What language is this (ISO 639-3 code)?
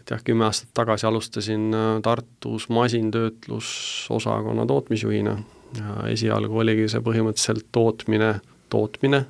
est